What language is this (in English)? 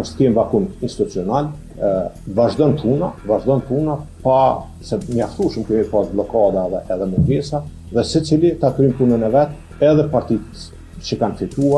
Albanian